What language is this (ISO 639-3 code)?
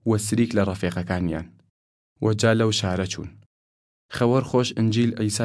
sdh